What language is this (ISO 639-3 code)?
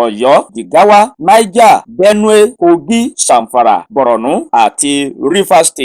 yor